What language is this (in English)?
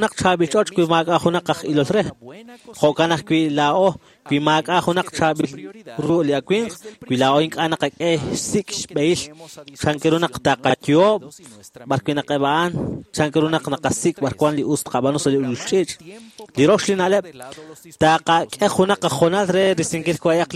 Kekchí